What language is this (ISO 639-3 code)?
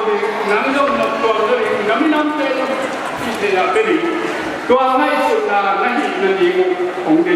ctd